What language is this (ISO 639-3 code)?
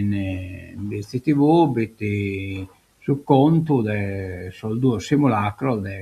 srd